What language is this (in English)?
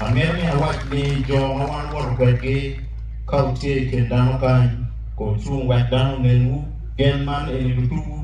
Acoli